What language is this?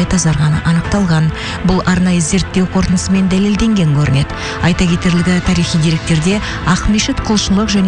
Kazakh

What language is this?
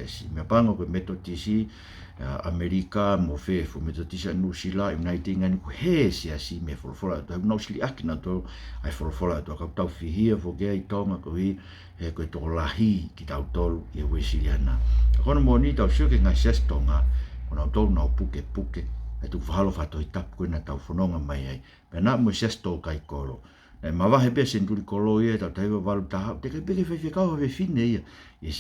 Tongan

